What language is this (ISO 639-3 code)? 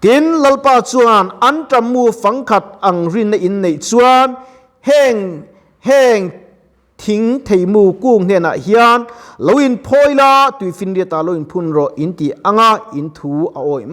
lus